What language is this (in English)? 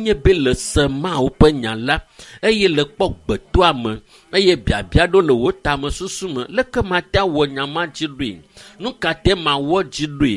Ewe